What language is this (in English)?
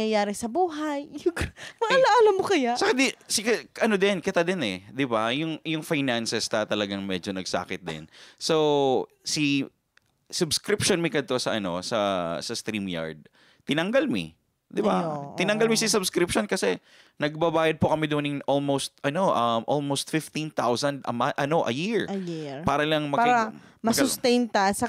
Bikol